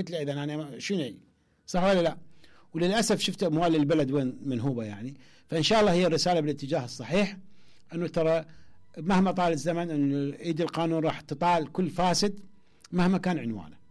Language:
Mesopotamian Arabic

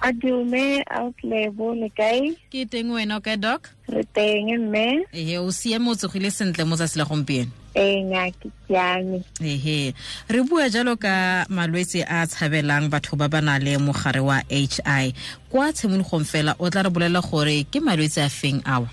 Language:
Tswana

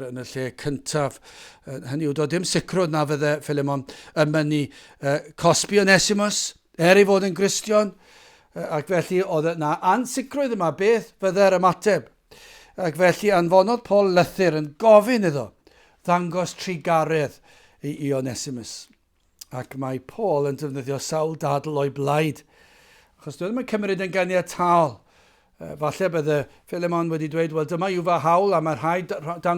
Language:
Welsh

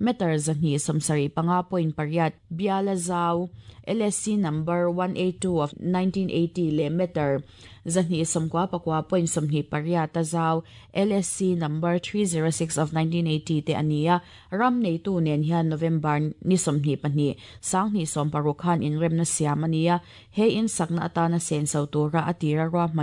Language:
Mizo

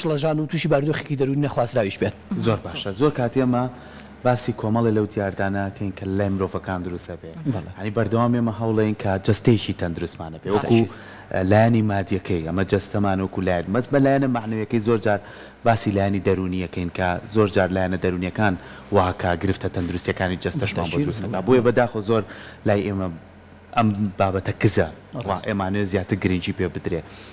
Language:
Central Kurdish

